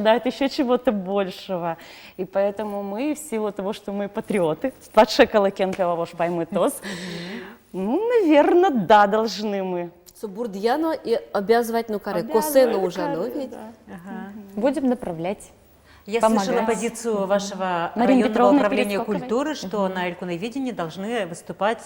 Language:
Udmurt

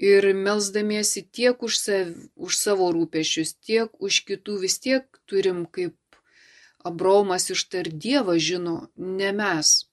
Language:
Lithuanian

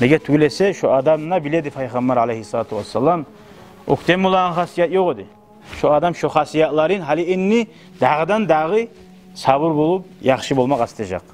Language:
Kumyk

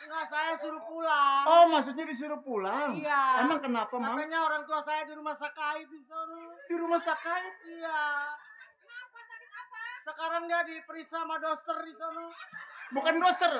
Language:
Betawi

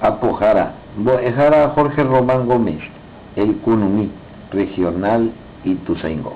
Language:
Guarani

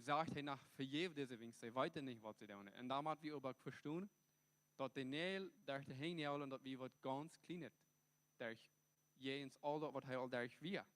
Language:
Plautdietsch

